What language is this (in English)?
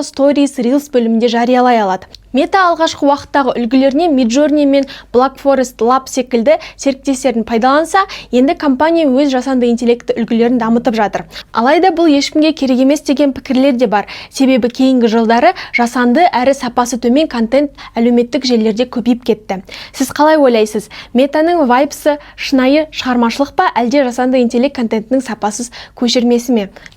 Kazakh